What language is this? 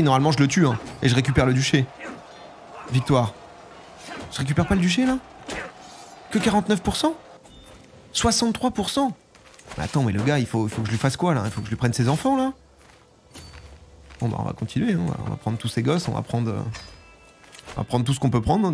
French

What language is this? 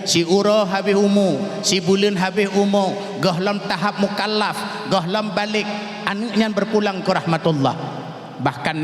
Achinese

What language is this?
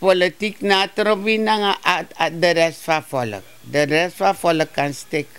Sranan Tongo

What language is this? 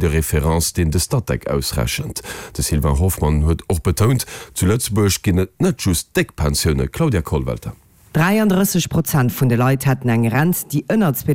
Luxembourgish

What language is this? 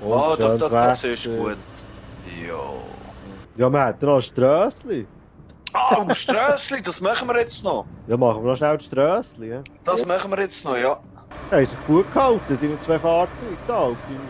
Swiss German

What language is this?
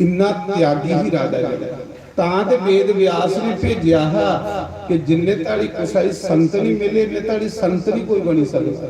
Dogri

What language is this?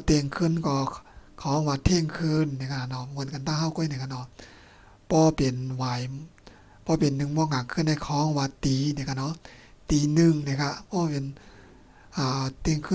Shan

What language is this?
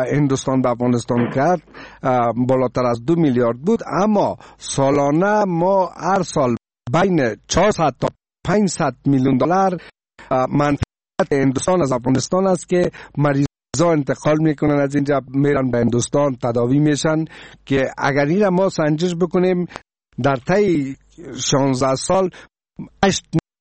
Persian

